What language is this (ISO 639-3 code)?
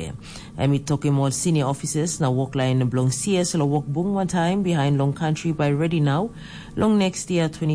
tpi